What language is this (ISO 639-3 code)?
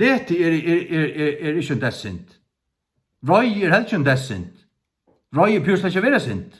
fao